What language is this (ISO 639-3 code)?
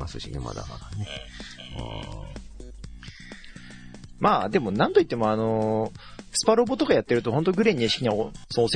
jpn